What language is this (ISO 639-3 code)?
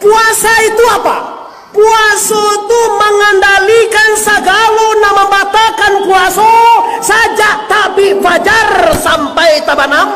min